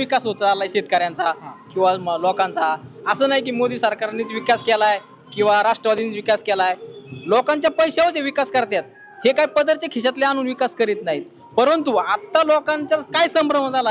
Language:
Marathi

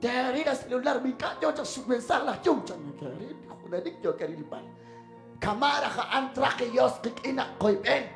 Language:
Kekchí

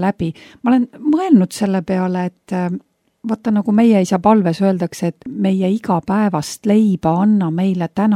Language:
Estonian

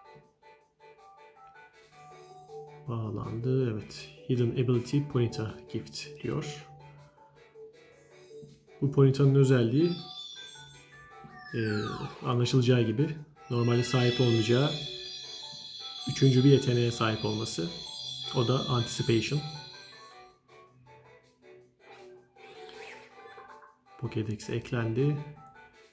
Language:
Turkish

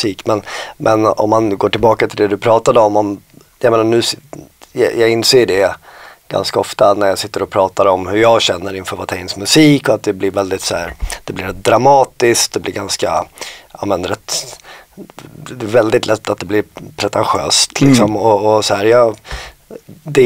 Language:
Swedish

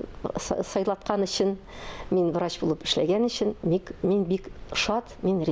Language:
Tatar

